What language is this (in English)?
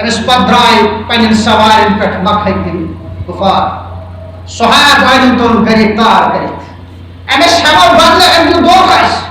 Kashmiri